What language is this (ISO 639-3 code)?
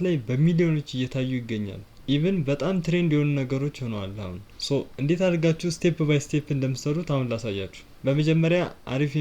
amh